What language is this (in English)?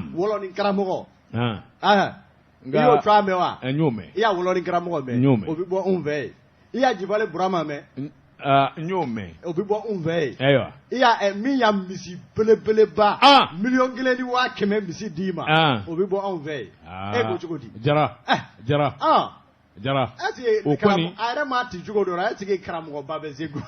Bambara